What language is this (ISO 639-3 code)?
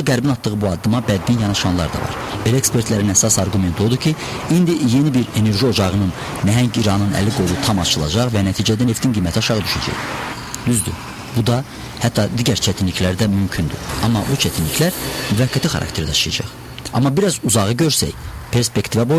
aze